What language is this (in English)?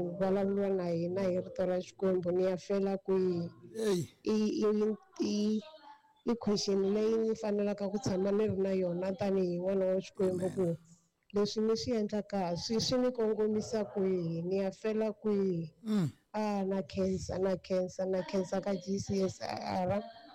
Tsonga